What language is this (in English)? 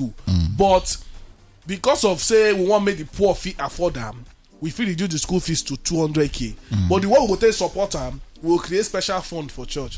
Nigerian Pidgin